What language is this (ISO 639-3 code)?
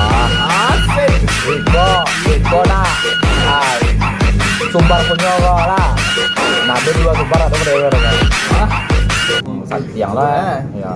min